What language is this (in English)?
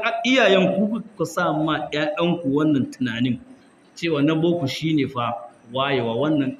Hausa